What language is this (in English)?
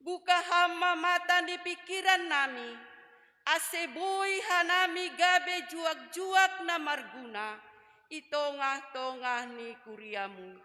Batak Simalungun